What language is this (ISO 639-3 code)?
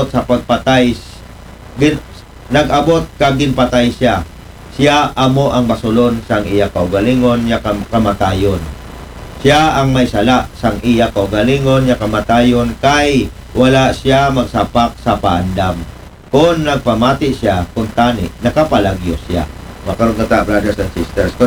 akl